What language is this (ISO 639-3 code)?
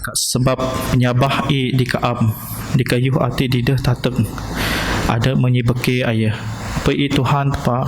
bth